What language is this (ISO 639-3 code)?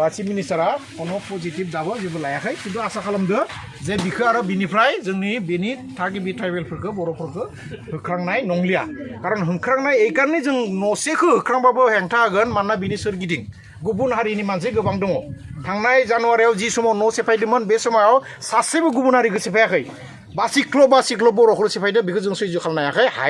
brx